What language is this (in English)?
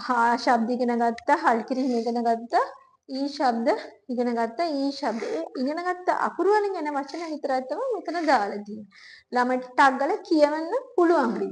Sinhala